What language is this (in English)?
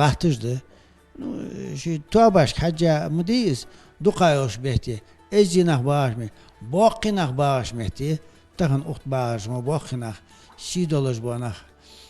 Ingush